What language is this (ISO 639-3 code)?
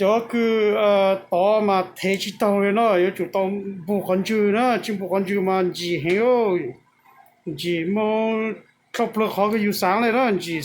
hmn